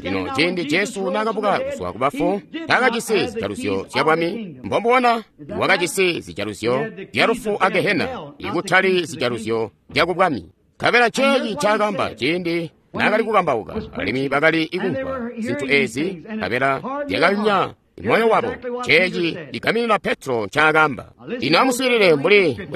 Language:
Tonga (Zambia)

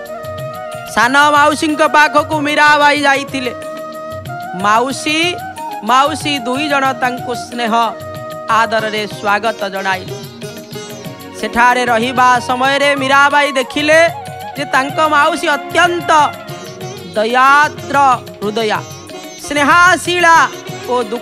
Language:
Odia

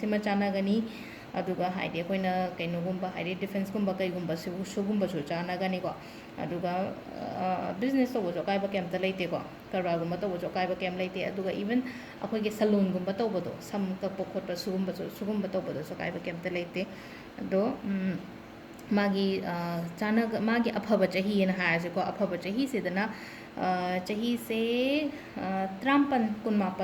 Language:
Manipuri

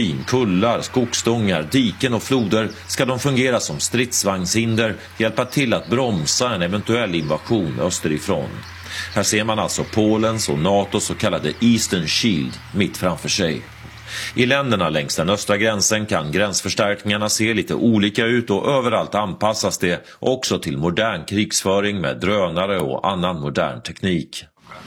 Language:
Swedish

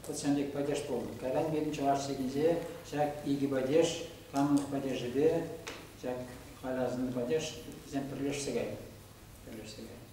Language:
Chuvash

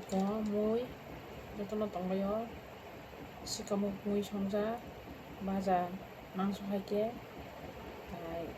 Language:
Kok Borok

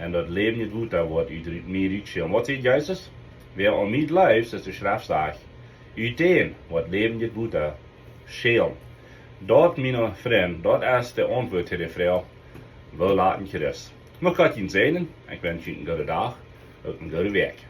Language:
Plautdietsch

